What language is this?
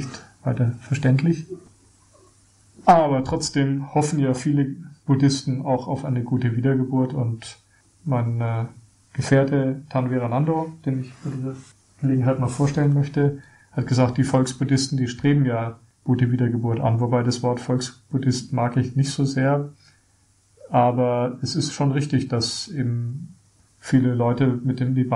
German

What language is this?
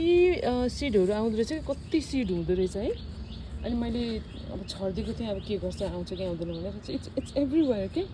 Nepali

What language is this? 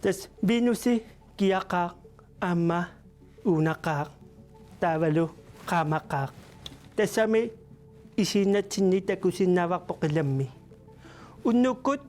Kalaallisut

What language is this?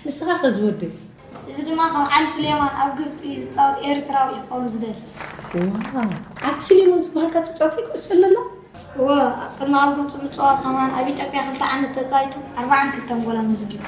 Tigrinya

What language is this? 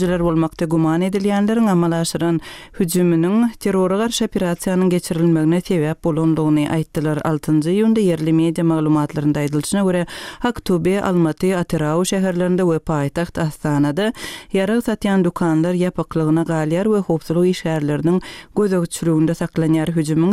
Turkmen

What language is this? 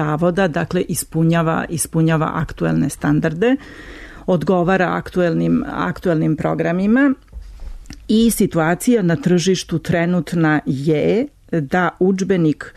Serbian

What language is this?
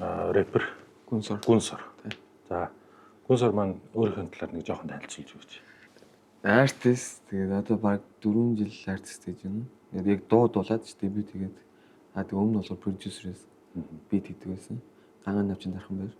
Mongolian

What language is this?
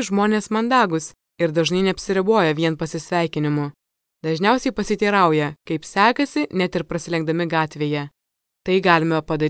Lithuanian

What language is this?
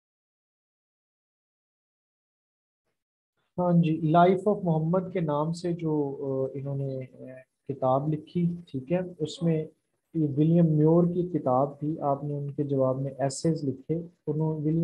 Hindi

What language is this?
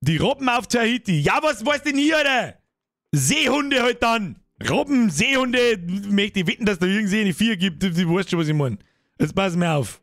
Bavarian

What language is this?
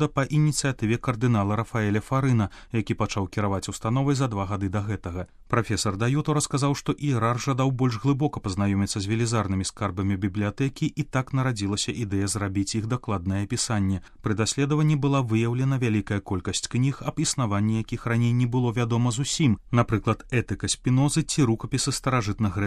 Belarusian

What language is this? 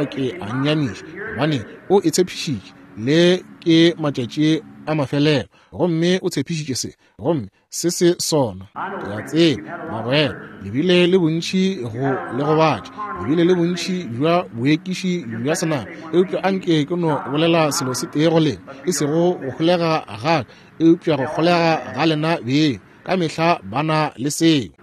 Northern Sotho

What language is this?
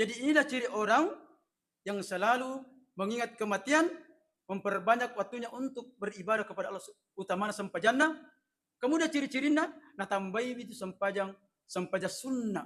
Buginese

